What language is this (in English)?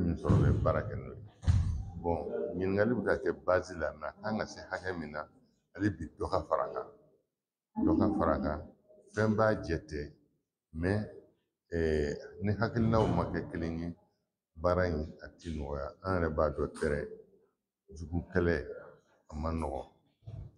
Bambara